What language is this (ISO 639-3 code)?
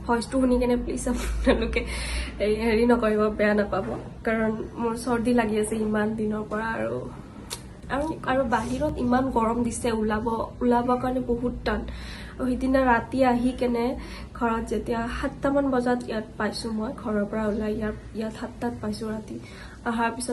asm